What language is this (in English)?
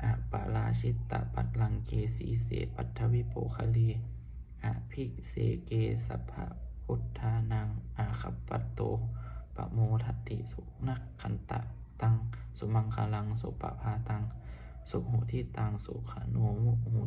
Pali